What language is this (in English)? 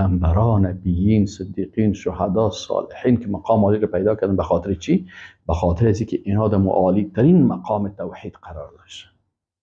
Persian